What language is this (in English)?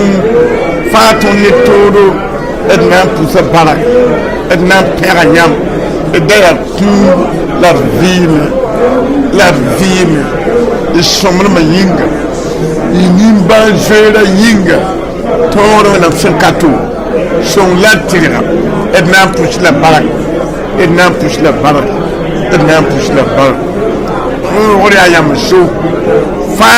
Mossi